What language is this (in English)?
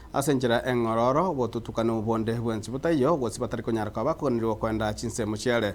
Gusii